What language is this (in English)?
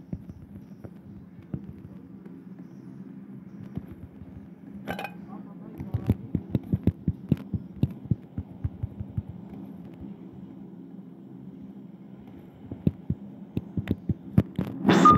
Filipino